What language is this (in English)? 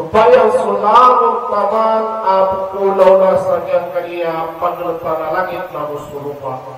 Maranao